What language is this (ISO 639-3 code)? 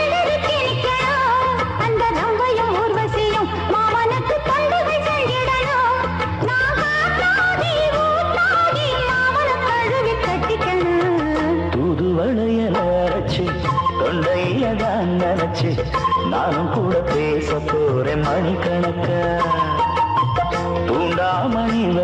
tam